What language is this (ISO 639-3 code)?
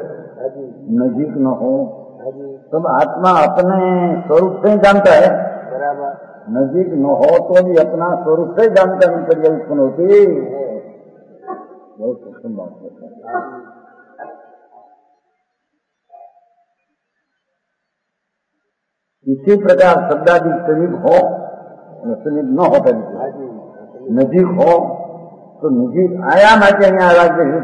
hin